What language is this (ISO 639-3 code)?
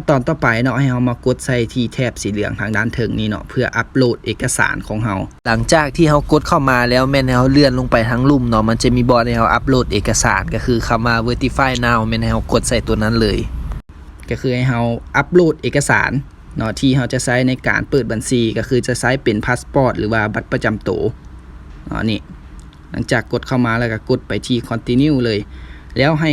lao